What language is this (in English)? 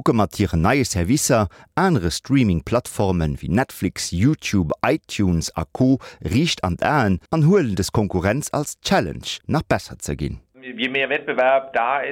Luxembourgish